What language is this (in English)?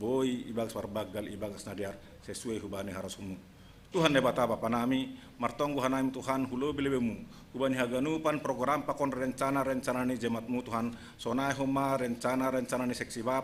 Batak Simalungun